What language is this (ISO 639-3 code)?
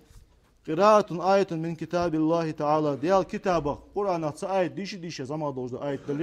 inh